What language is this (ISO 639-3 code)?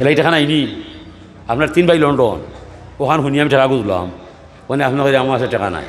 syl